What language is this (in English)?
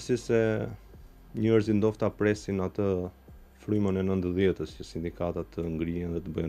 Albanian